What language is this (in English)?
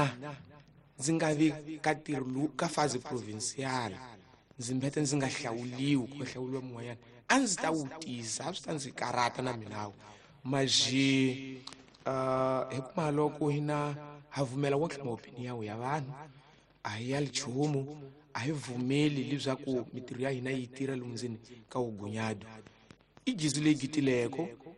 Tsonga